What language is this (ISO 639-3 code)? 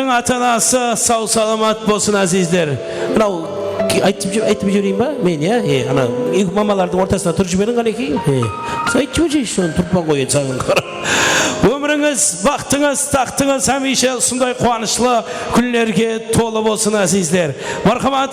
kaa